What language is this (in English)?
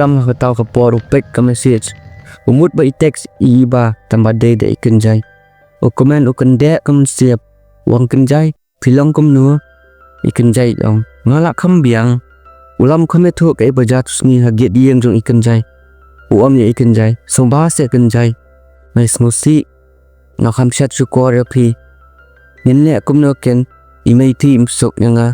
Khasi